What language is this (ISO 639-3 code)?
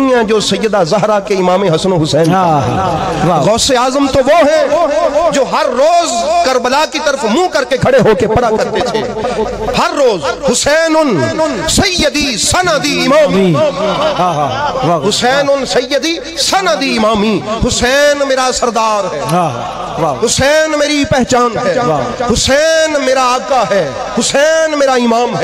urd